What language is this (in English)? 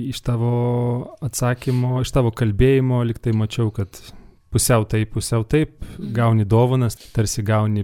Lithuanian